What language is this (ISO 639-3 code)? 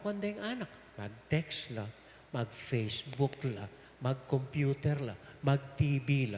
pam